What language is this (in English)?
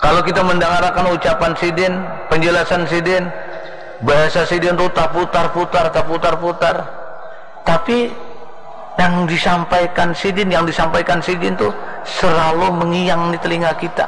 Banjar